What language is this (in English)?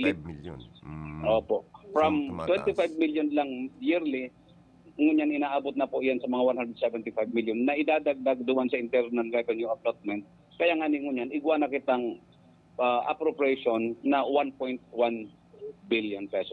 Bikol